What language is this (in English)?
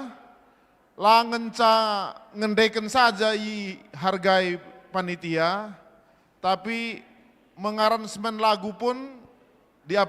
Batak Karo